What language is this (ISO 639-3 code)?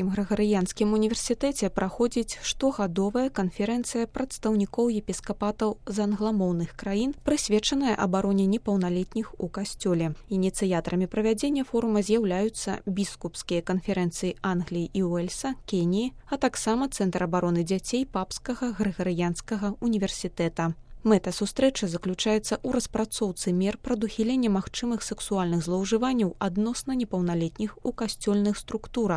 bel